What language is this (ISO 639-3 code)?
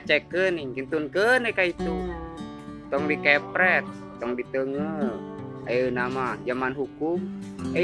sun